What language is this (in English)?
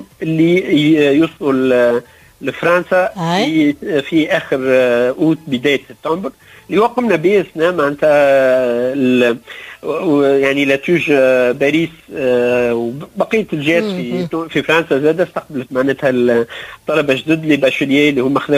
Tunisian Arabic